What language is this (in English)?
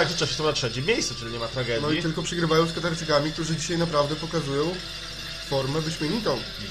Polish